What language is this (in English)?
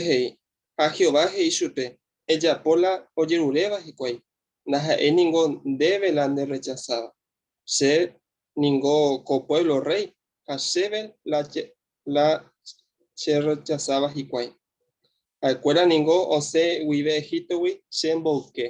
Guarani